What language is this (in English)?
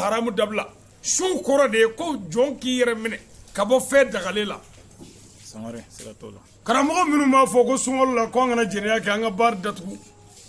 Bambara